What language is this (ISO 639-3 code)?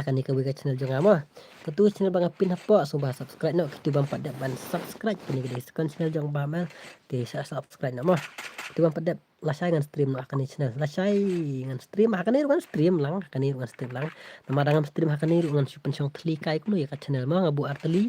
kha